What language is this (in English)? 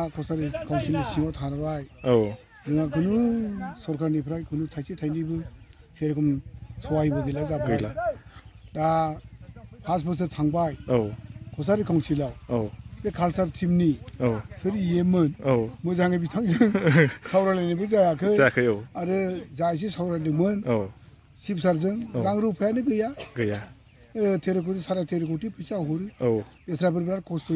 Bodo